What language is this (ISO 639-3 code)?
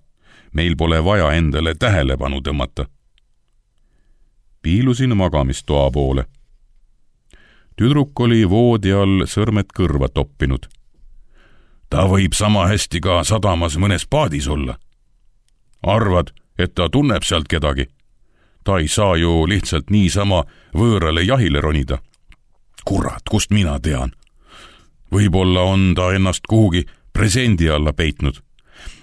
est